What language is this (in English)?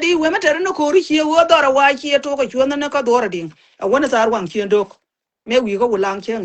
Nuer